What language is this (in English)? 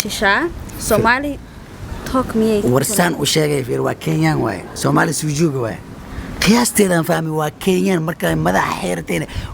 Somali